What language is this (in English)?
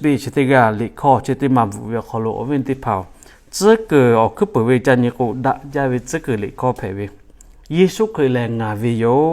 Lahu